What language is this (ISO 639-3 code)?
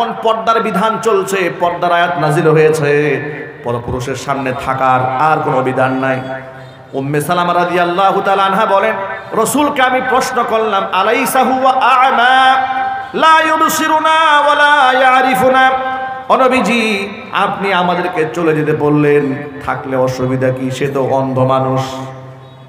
ben